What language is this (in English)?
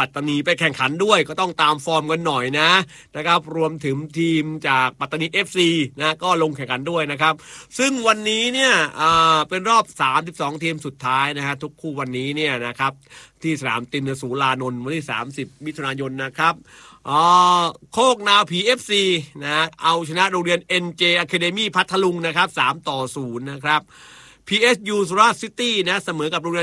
Thai